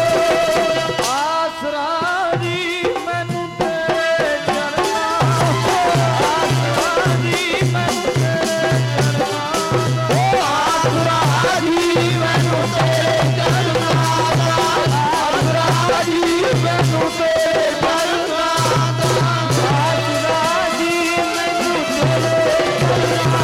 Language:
Punjabi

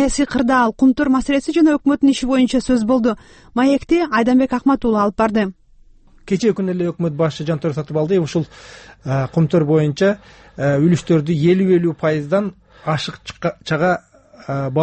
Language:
Kyrgyz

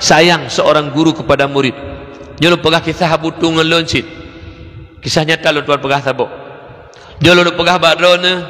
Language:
Achinese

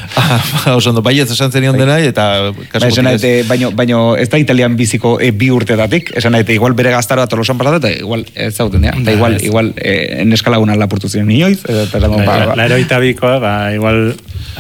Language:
Basque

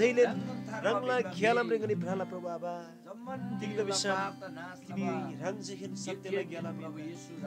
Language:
Eastern Tamang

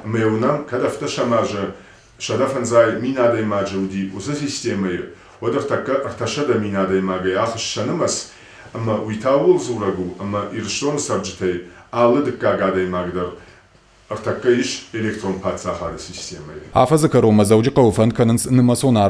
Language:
Ossetic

